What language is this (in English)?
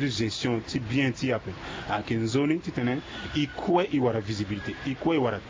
Sango